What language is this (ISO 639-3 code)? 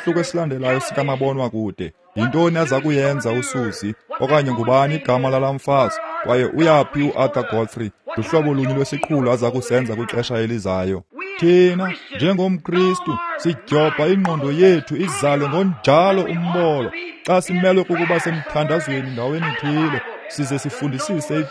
xho